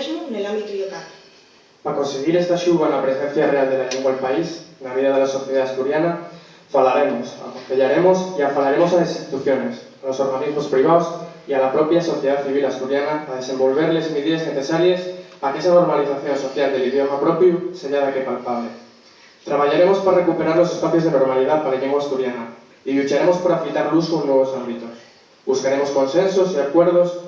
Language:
Asturian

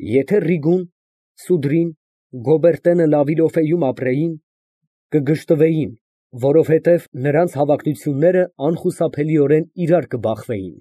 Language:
Armenian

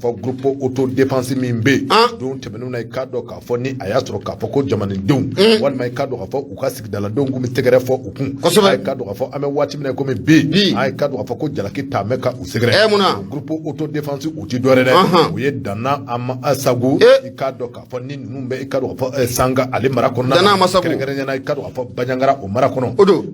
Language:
Bambara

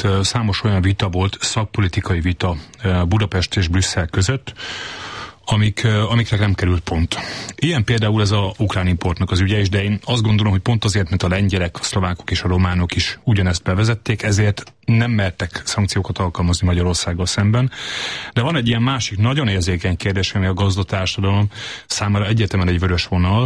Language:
Hungarian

